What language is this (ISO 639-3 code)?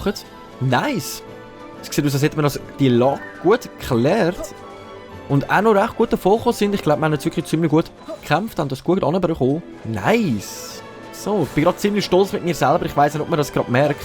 gsw